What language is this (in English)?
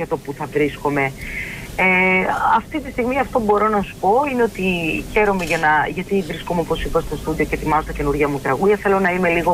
Greek